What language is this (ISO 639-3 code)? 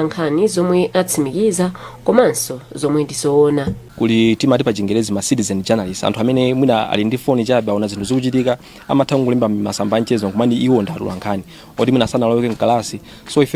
nya